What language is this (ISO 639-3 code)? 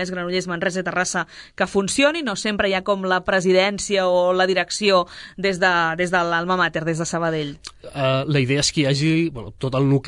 cat